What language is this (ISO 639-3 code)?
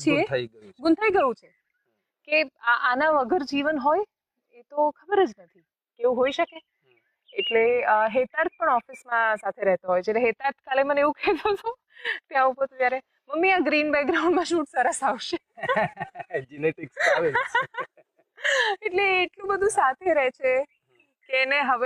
guj